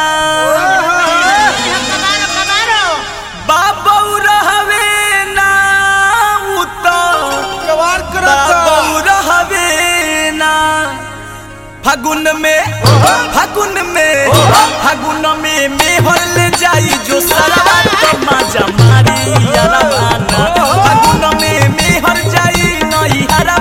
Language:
Bhojpuri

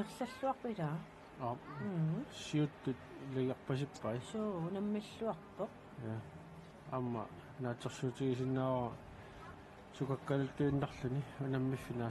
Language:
Kalaallisut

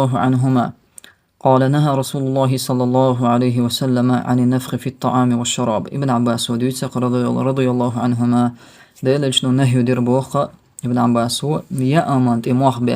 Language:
Chechen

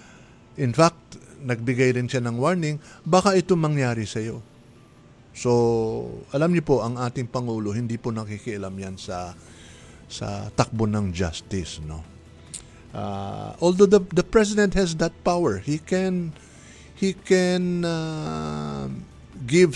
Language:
Filipino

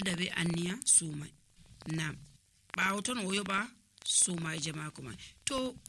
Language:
Nigerian Fulfulde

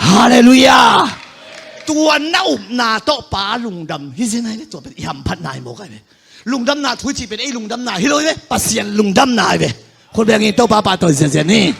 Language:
Tedim Chin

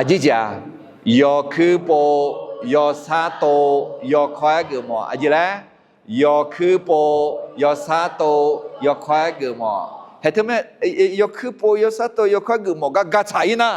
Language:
Akha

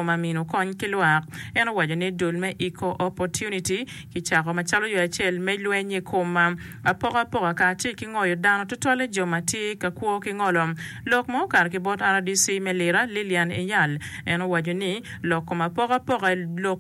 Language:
Acoli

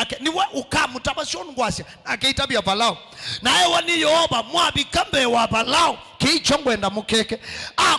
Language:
Kamba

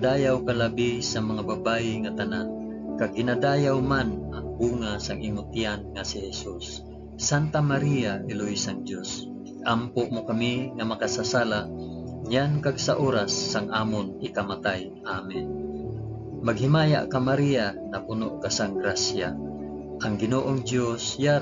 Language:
Hiligaynon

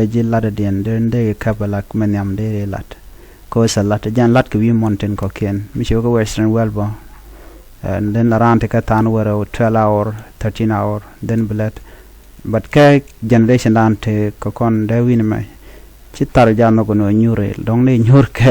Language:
Nuer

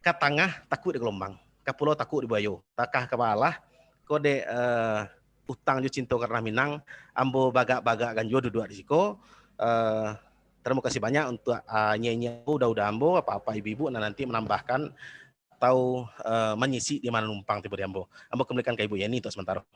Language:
Minangkabau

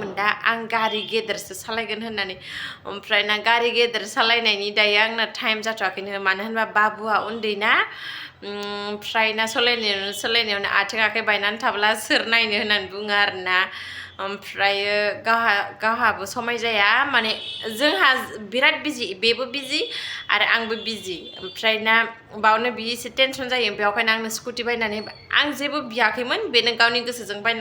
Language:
Bodo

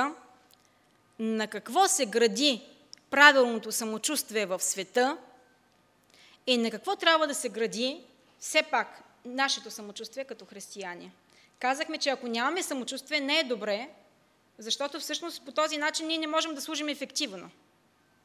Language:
Bulgarian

